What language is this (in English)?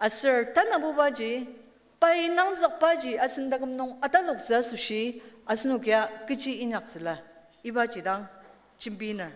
Ao Naga